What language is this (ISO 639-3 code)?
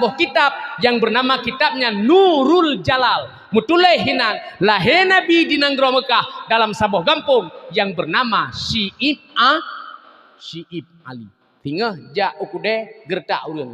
ace